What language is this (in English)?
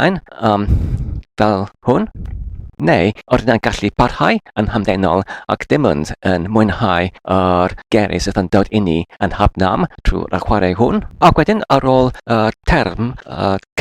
Welsh